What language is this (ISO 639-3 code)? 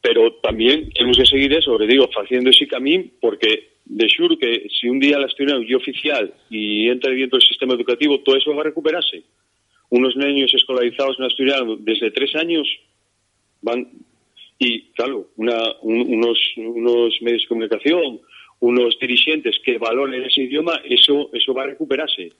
ast